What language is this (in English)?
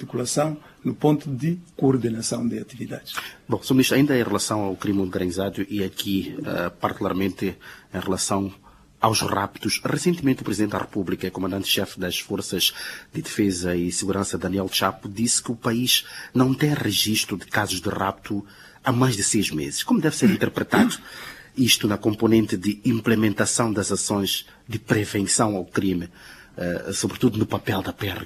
Portuguese